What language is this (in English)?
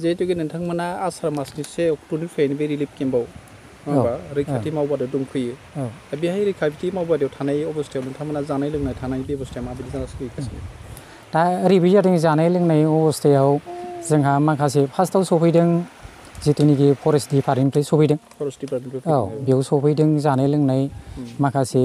Bodo